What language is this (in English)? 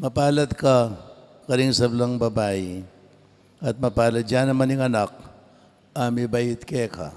Pampanga